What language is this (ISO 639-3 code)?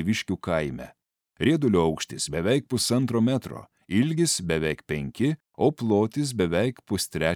lit